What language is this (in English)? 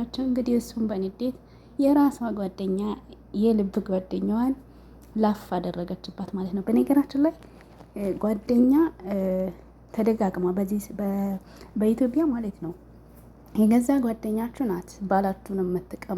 Amharic